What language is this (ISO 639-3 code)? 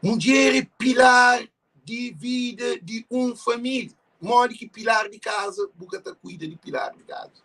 kea